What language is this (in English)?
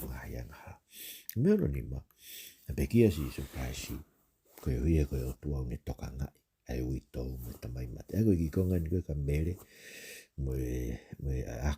Tongan